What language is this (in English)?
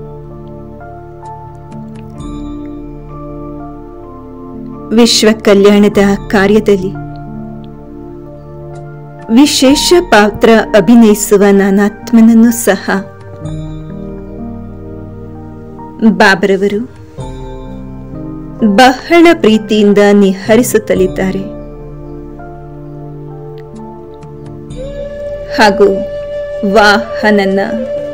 Kannada